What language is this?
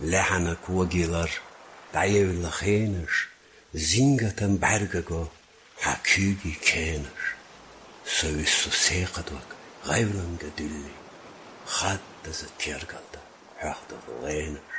Chechen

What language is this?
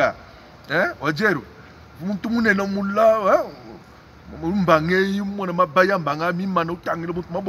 Luba-Lulua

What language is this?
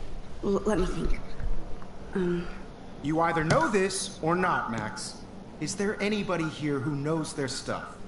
English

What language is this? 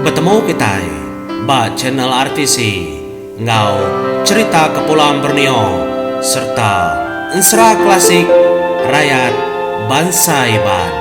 Iban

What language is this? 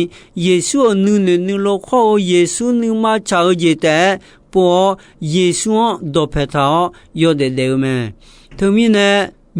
Akha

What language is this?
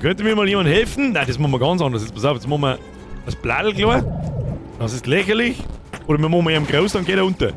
Bavarian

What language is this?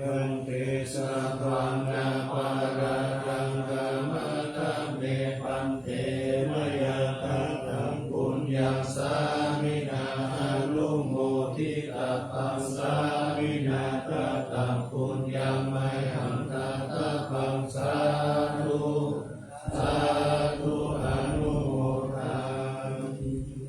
Pali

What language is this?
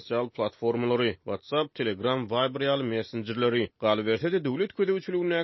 Turkmen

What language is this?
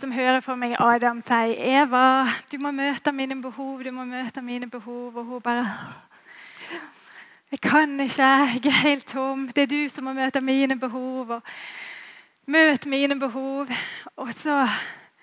Norwegian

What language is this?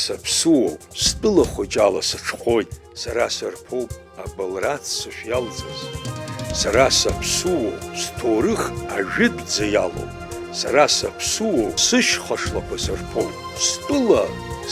Abkhazian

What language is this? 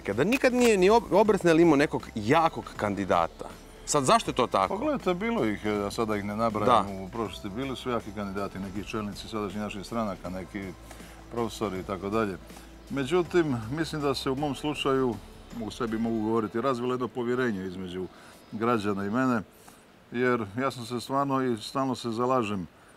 Croatian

